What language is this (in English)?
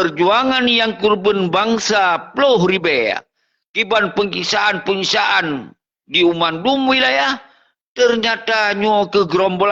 Achinese